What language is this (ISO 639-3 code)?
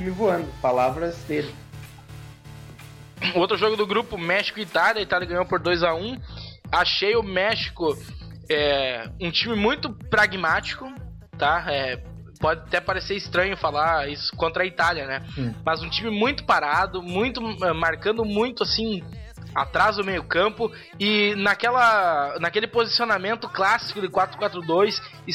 por